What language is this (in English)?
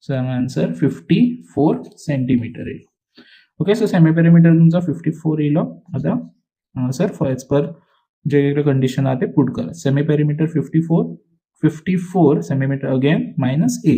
Konkani